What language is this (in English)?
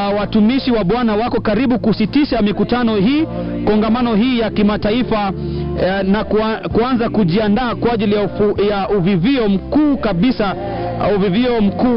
Swahili